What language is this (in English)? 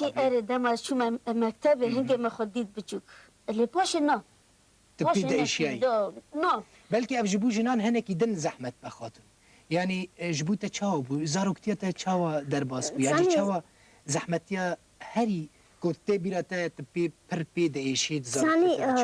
Kurdish